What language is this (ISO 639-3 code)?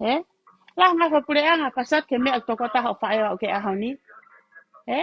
ton